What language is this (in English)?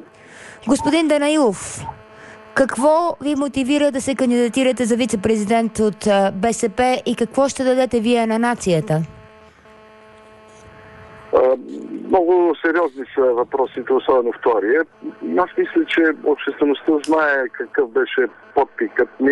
Bulgarian